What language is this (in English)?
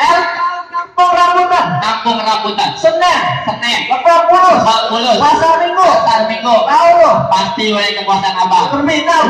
Betawi